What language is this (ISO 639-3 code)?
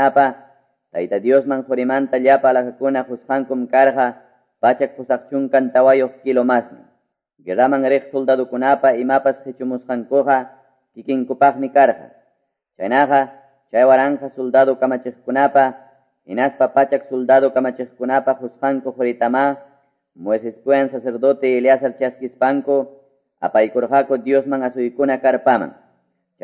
que